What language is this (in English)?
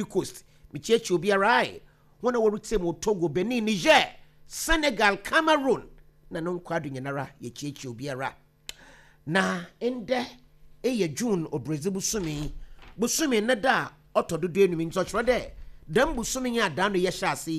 Akan